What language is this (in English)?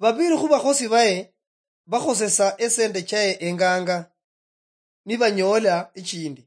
Luyia